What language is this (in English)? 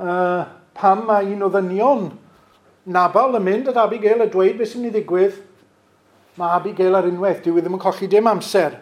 Welsh